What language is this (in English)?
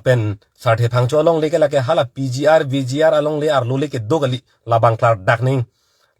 Karbi